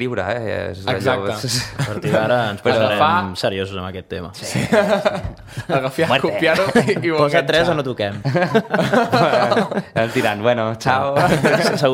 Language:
Catalan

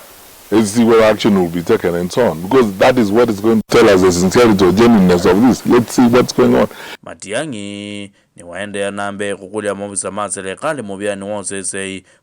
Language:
Kamba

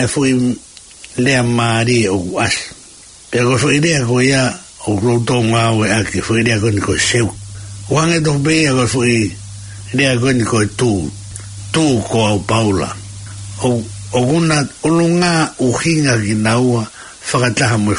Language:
Tongan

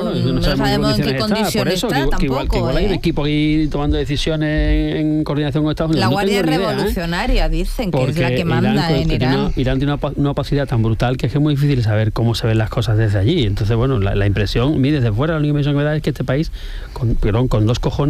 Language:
Spanish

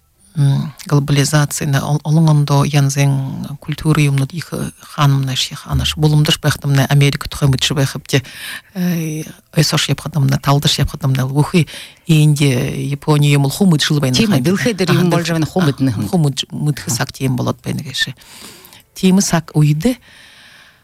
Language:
Buriat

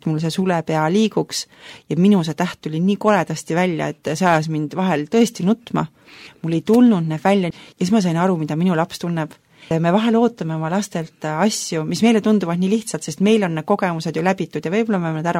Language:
Estonian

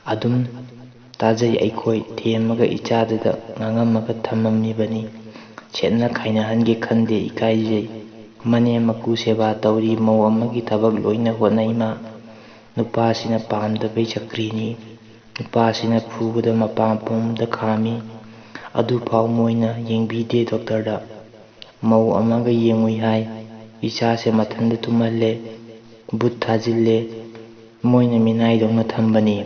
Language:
Manipuri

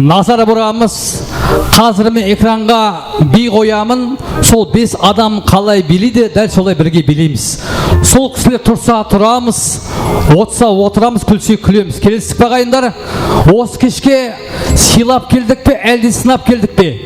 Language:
Kara-Kalpak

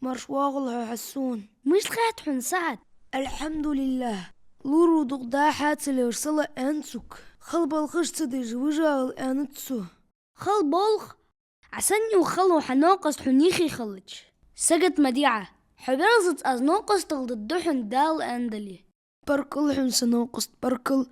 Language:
Ingush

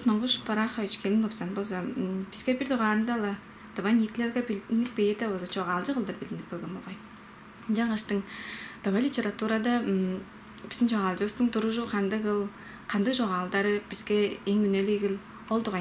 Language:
Tuvinian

